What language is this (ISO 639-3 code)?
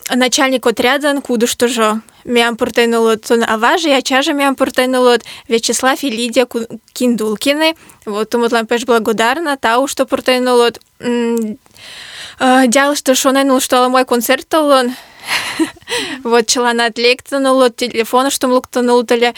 chm